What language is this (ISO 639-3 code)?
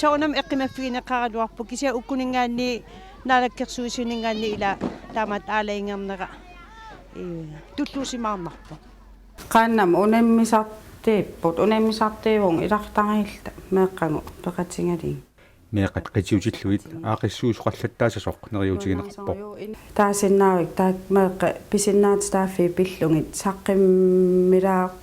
kal